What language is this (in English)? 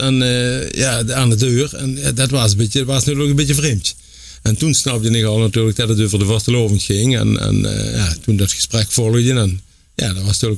Limburgish